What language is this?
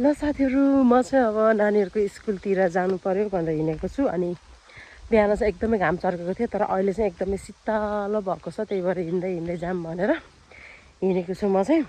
Nepali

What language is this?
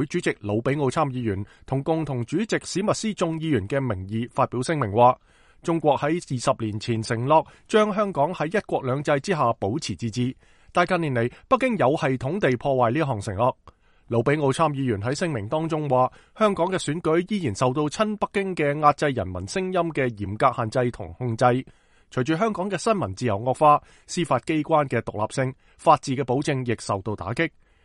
Cantonese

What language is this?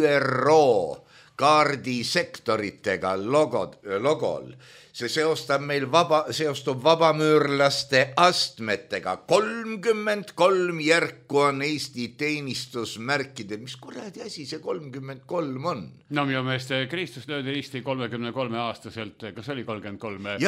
Estonian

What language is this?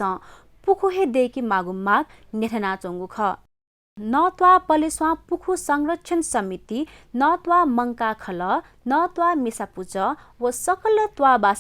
Newari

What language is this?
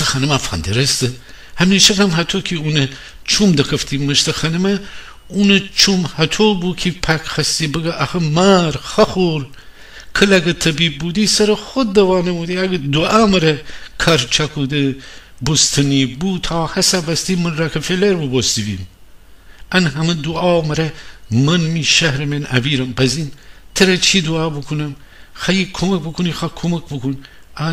Gilaki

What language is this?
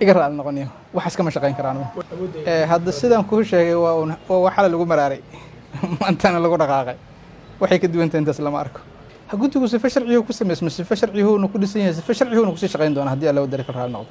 Somali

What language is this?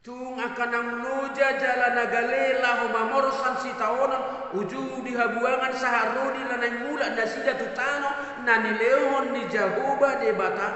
Batak Toba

